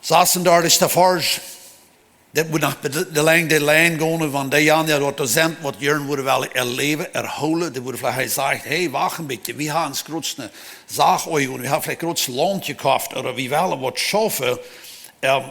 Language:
Plautdietsch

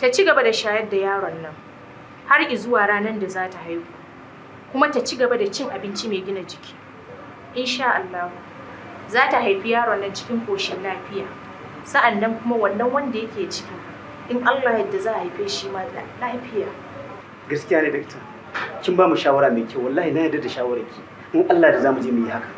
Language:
Hausa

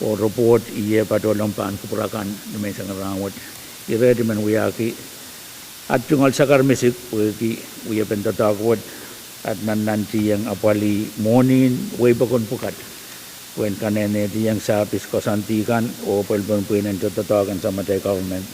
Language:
Pohnpeian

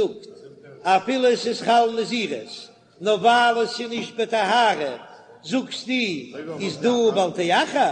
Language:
Yiddish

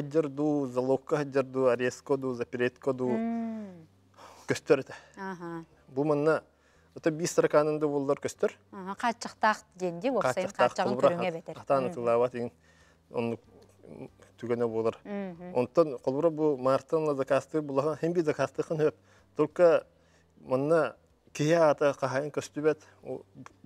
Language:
Yakut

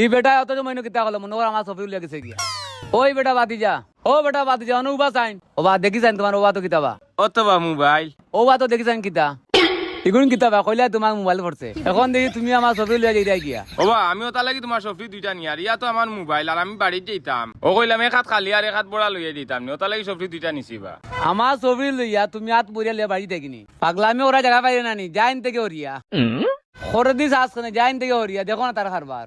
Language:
Sylheti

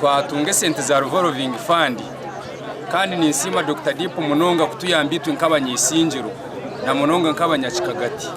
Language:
Nyankole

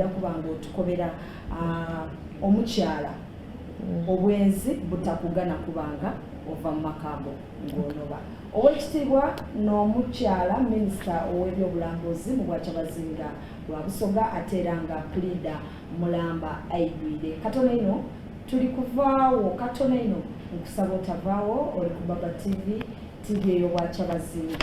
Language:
Soga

